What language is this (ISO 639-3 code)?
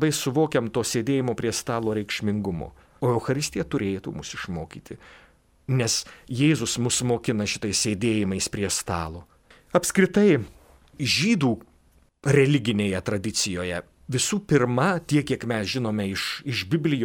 lit